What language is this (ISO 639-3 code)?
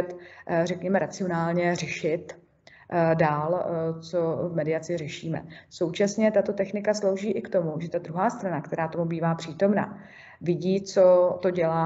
ces